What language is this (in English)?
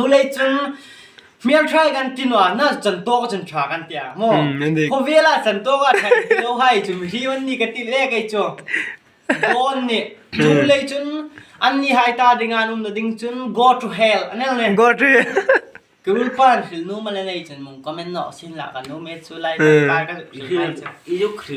Hmar